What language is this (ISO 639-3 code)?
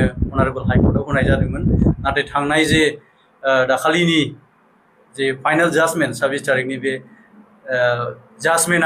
brx